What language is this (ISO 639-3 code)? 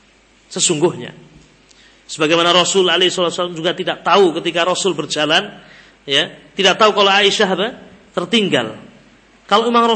ind